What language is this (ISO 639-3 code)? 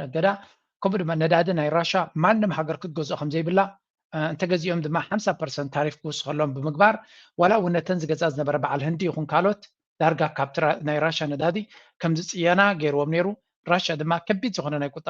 tir